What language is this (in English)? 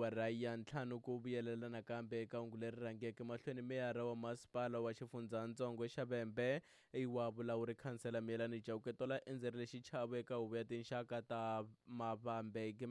Tsonga